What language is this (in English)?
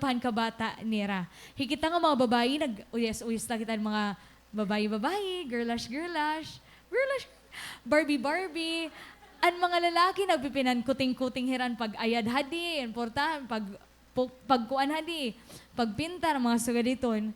Waray